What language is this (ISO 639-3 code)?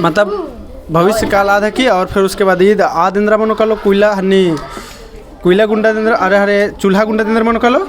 kru